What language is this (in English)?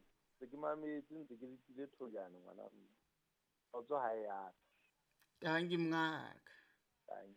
Southern Sotho